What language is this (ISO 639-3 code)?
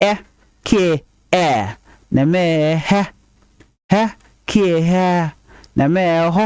nus